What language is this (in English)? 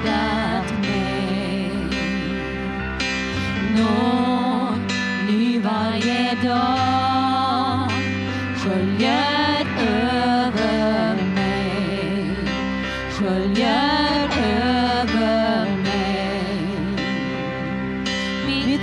Swedish